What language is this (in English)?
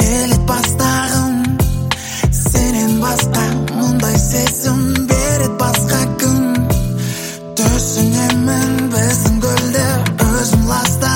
Kazakh